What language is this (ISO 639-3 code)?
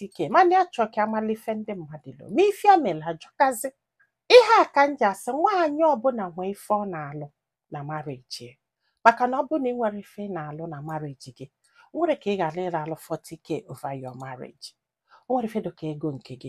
ibo